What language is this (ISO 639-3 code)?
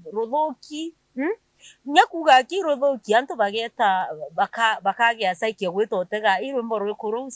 mer